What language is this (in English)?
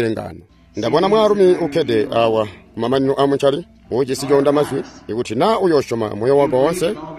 Tonga (Zambia)